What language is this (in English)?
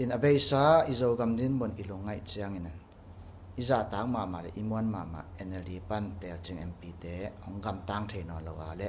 Tedim Chin